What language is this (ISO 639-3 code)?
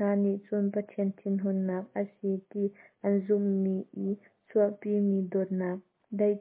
cnh